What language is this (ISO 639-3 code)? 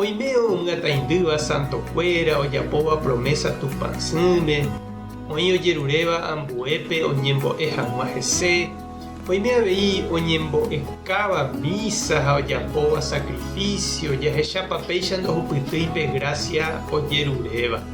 grn